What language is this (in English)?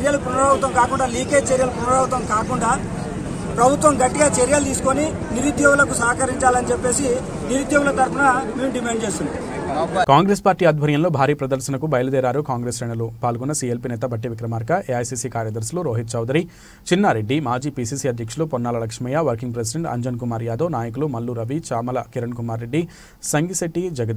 Telugu